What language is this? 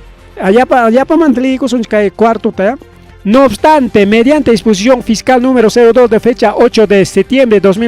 Ayacucho Quechua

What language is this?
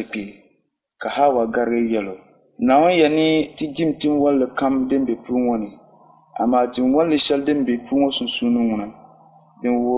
Dagbani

